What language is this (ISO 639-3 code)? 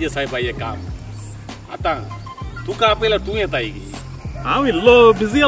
kok